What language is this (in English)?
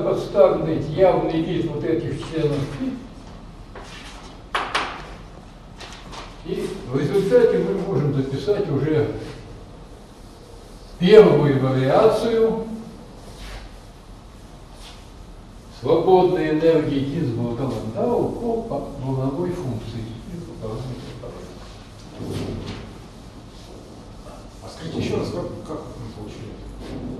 Russian